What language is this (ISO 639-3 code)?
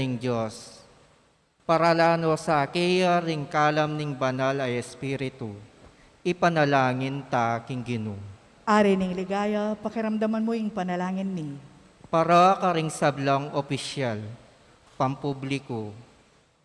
pam